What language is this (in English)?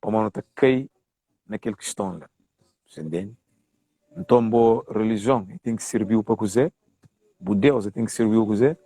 Kabuverdianu